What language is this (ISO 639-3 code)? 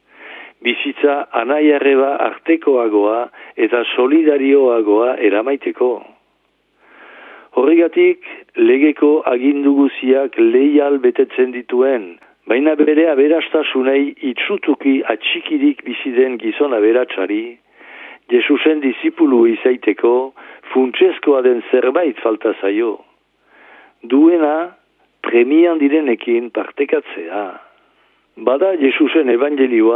eus